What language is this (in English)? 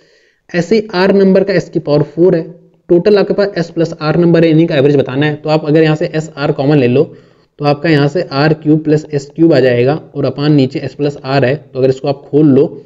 Hindi